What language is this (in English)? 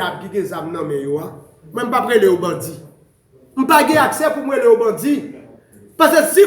Haitian Creole